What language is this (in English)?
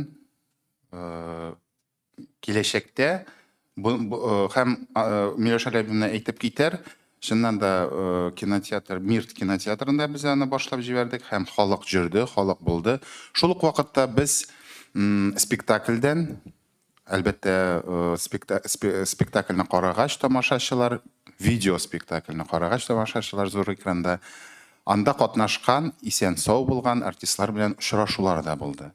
Tatar